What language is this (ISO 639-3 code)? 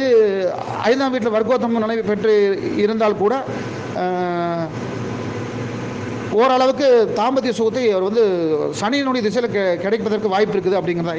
tam